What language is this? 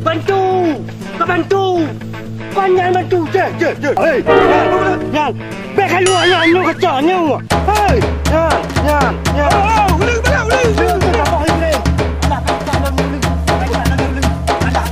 Achinese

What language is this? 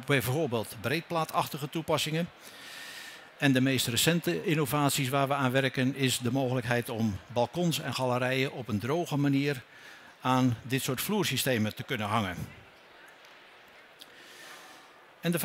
Dutch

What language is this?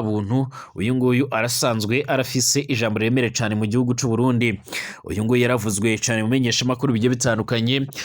Rundi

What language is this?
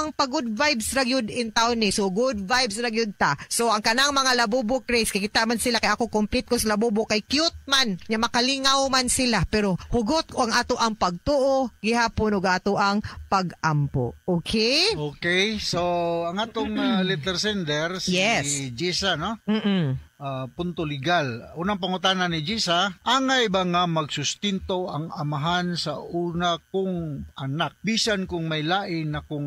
Cebuano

